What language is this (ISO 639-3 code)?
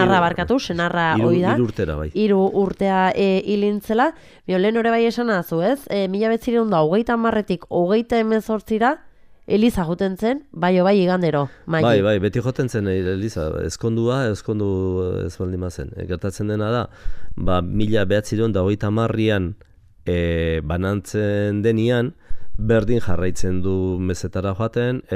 eus